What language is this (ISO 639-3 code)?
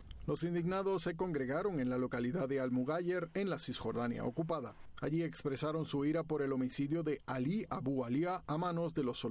spa